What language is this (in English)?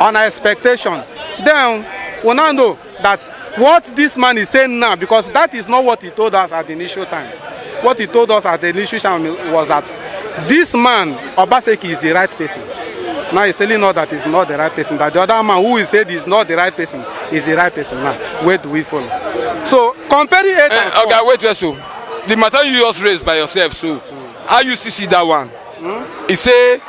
Nigerian Pidgin